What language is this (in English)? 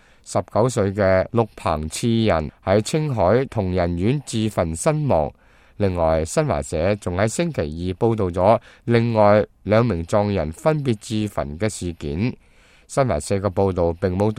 Cantonese